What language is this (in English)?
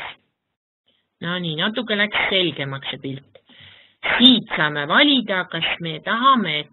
Estonian